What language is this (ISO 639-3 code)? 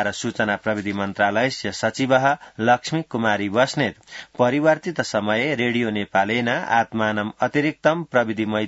san